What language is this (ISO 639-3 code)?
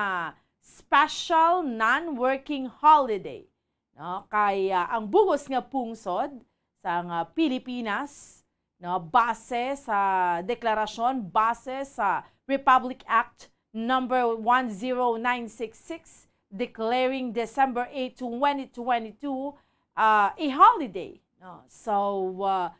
hil